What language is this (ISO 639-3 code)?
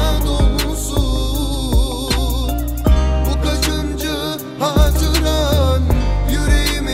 tur